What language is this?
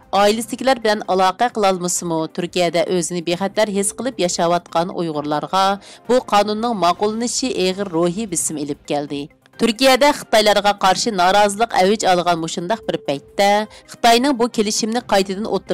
Uyghur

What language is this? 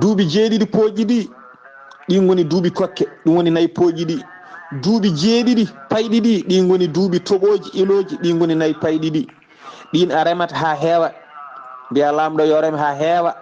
Fula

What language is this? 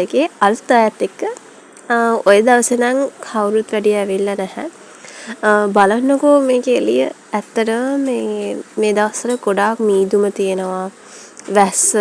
Sinhala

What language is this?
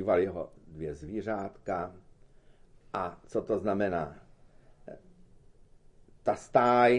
Czech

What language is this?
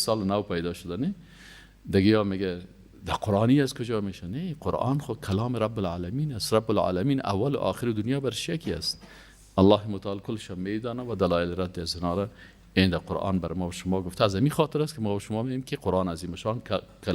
Persian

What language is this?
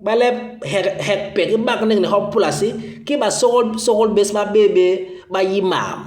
Basaa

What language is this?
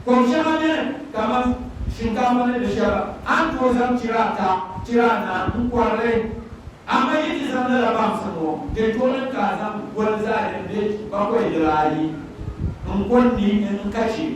Dagbani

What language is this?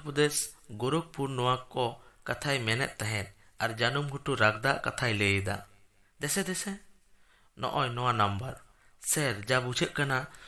Santali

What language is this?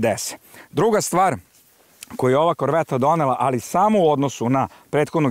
Serbian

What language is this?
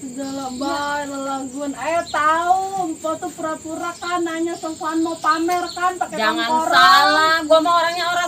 Betawi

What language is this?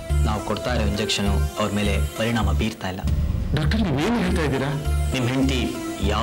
Kannada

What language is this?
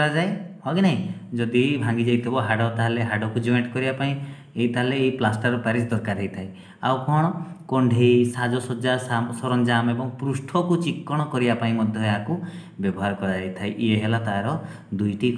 Odia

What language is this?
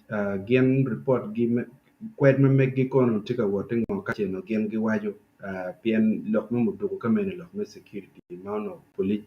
Acoli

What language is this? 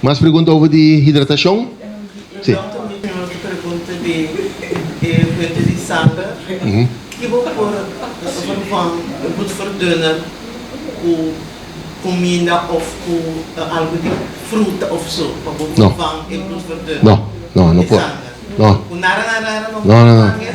Papiamento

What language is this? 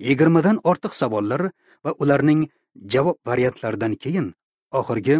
Uzbek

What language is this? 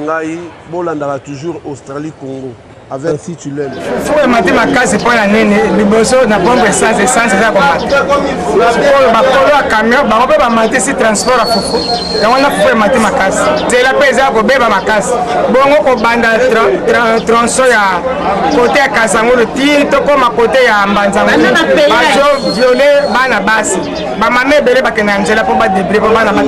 Lingala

